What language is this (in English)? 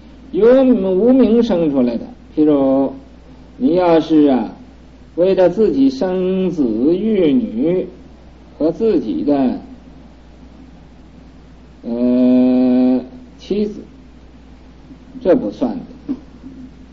Chinese